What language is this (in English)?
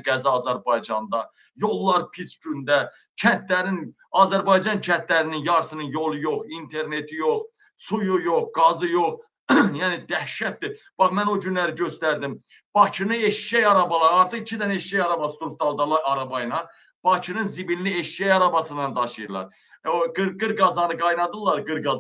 Azerbaijani